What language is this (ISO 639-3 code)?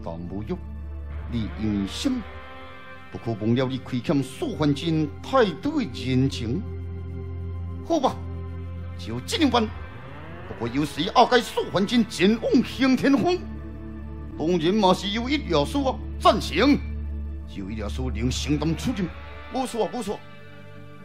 zho